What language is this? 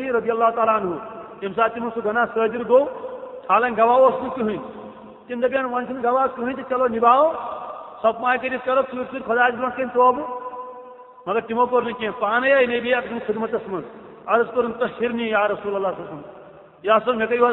Kashmiri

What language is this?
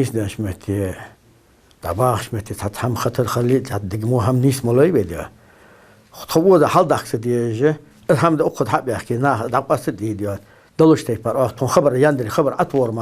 Ingush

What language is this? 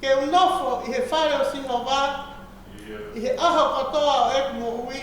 Tongan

